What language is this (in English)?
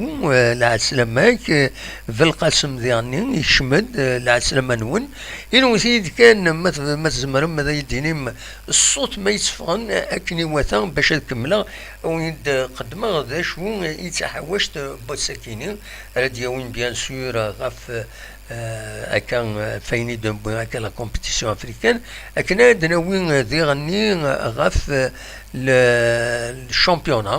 Kabyle